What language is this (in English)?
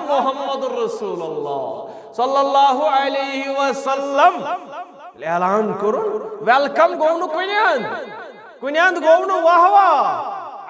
Kashmiri